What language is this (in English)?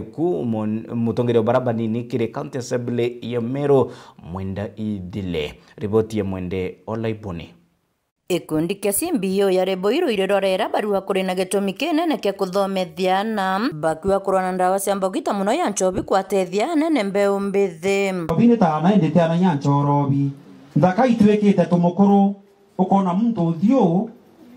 Meru